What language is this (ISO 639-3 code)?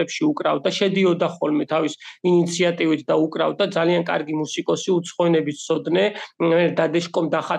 kat